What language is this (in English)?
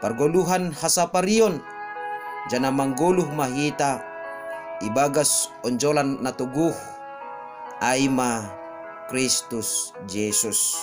Batak Simalungun